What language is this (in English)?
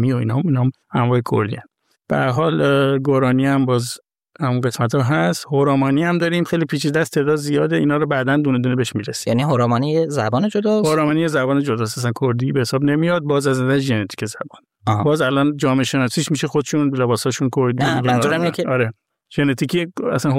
Persian